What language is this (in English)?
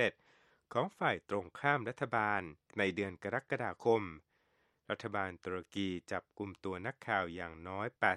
Thai